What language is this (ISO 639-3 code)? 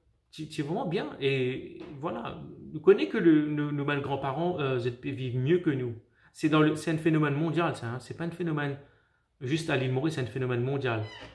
mfe